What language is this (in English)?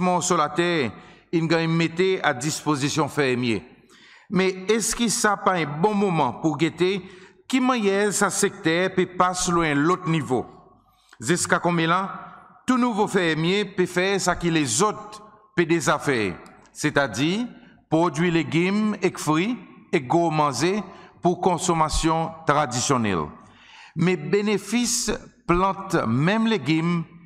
Seselwa Creole French